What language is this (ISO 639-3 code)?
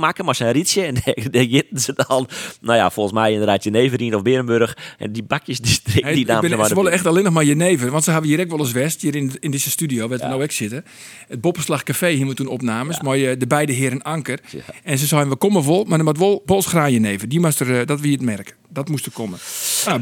fry